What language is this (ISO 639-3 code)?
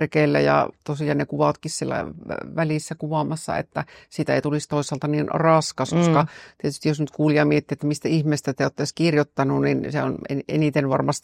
fin